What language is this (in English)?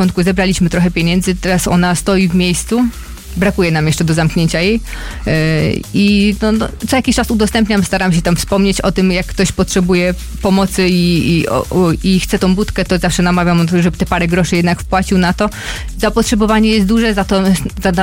Polish